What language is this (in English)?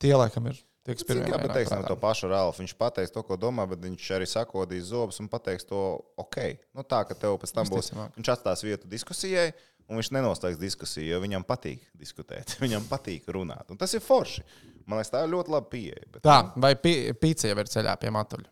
Latvian